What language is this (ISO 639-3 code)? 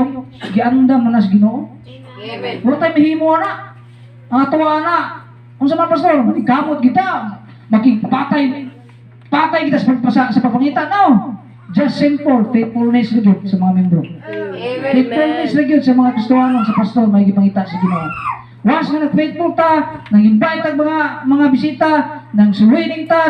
ceb